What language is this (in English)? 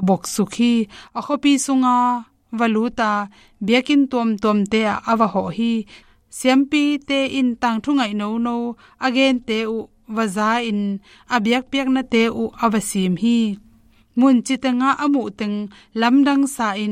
Tedim Chin